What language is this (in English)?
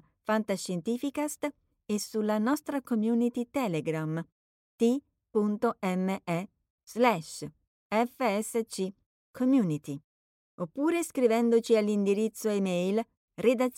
Italian